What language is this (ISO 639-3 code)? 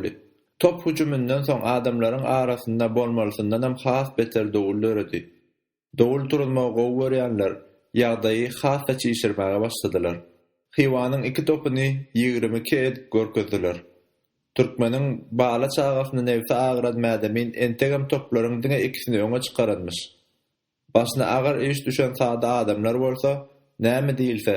tuk